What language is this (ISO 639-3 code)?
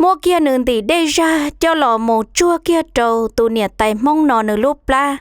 hmn